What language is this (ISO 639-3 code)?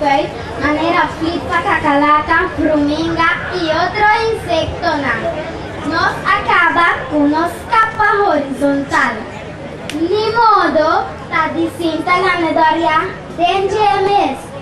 pap